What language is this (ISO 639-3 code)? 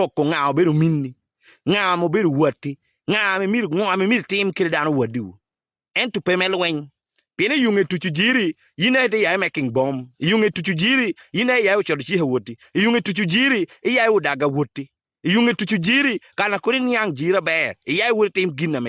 ach